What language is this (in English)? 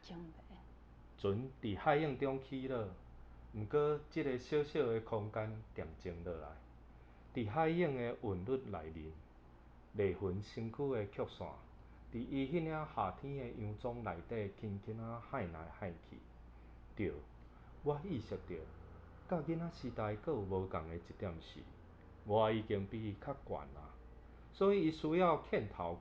Min Nan Chinese